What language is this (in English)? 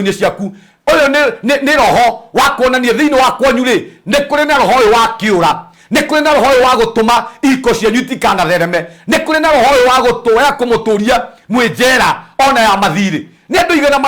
Kikuyu